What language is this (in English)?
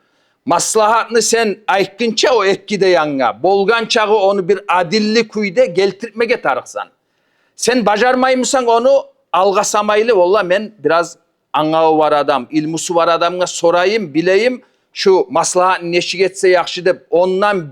Kumyk